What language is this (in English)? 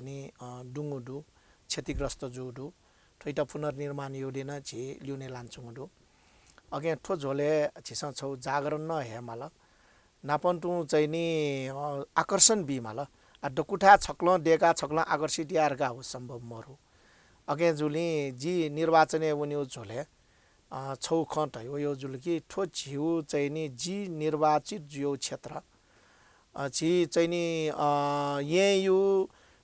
Newari